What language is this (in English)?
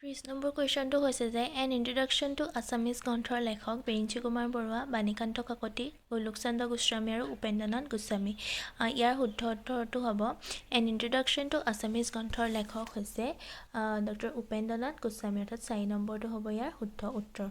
Assamese